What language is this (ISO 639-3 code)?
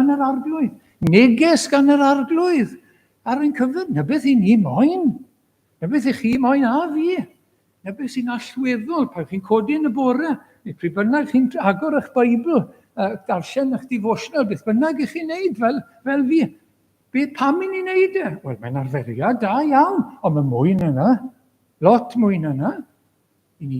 cym